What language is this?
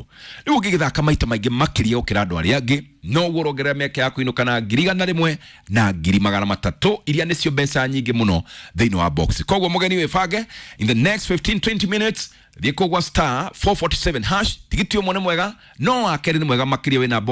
Kikuyu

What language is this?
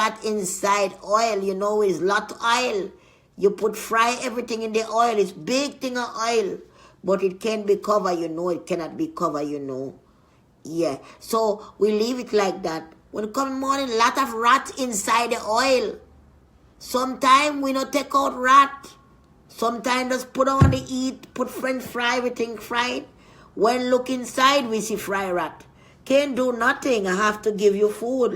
Jamaican Creole English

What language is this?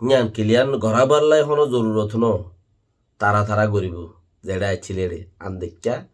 Rohingya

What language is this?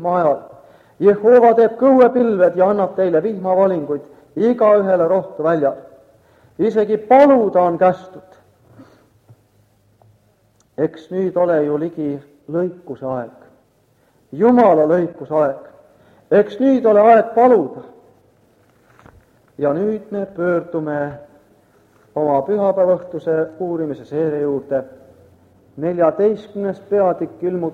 Estonian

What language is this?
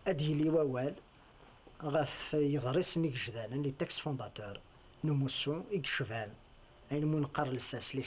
Kabyle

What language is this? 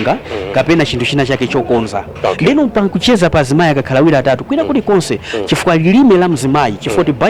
Nyanja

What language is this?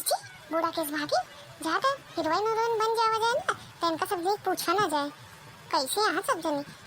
Awadhi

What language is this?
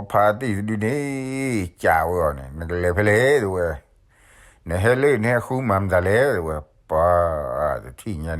S'gaw Karen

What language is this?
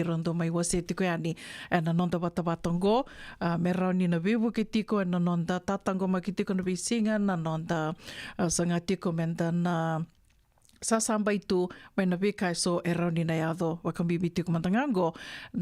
Fijian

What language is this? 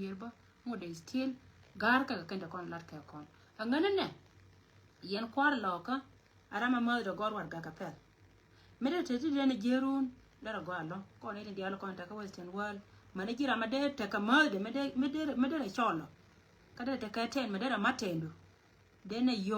Nuer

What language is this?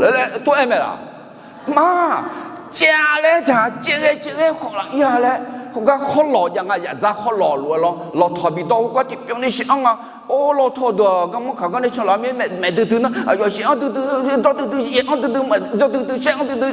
Akha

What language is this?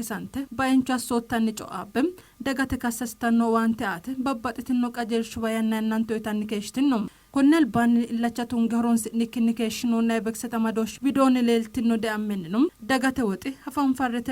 Sidamo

